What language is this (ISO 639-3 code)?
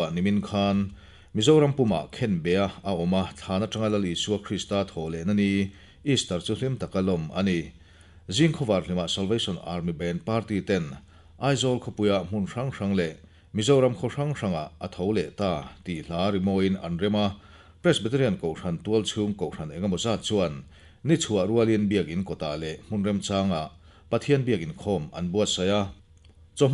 lus